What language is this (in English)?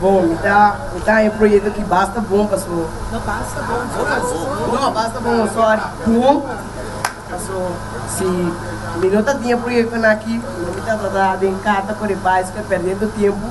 Papiamento